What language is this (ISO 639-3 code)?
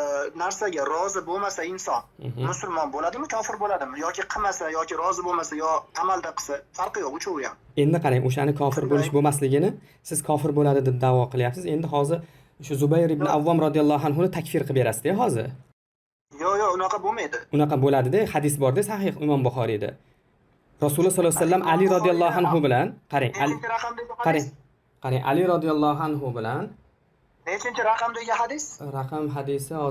uzb